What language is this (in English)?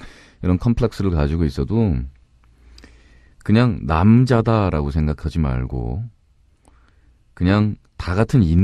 Korean